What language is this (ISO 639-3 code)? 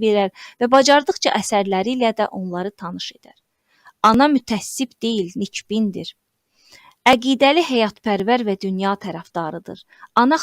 aze